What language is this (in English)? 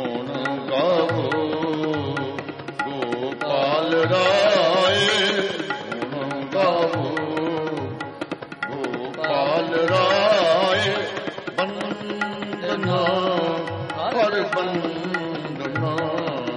Punjabi